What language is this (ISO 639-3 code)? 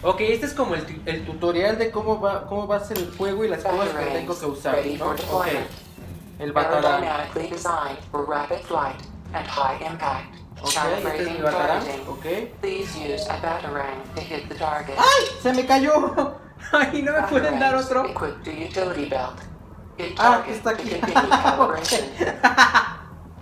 spa